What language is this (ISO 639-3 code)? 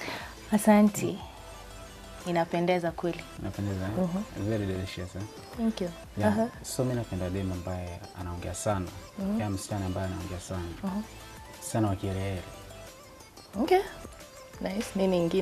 swa